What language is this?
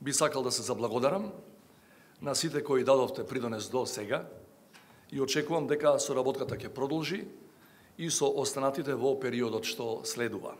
Macedonian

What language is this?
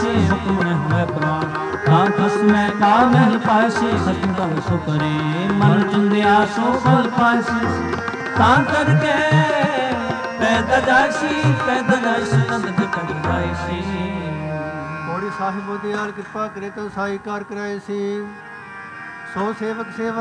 Punjabi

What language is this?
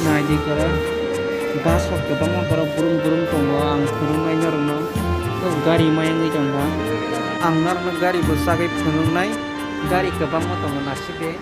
Kok Borok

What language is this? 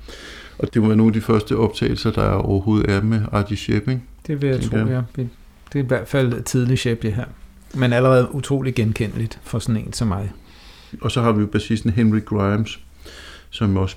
Danish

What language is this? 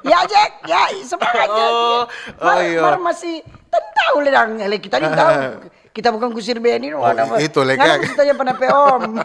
Manado Malay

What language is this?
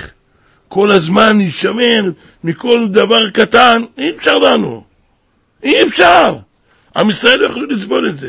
Hebrew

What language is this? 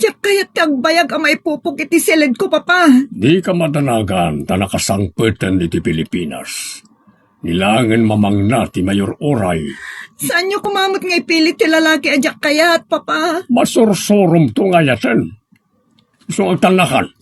Iloko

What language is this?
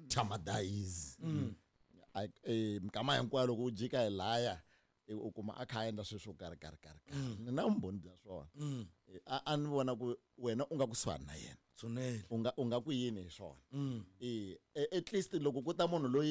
Tsonga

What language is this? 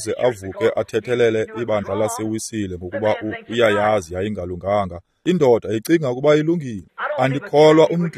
Xhosa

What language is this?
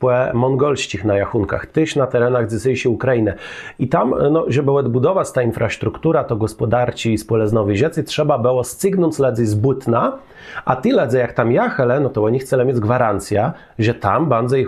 Kashubian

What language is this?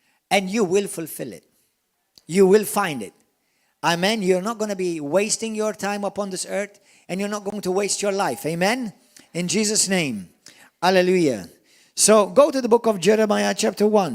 English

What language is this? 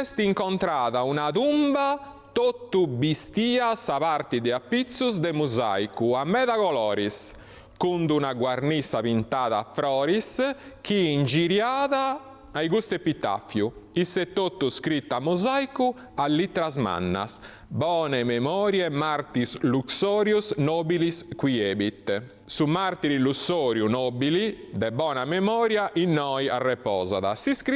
Sardinian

